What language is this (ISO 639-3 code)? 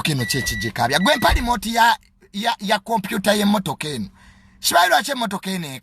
lug